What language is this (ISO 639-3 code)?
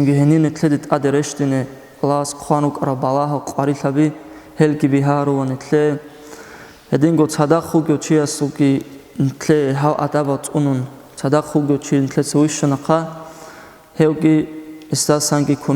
ava